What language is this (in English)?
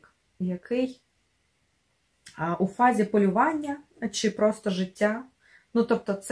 Ukrainian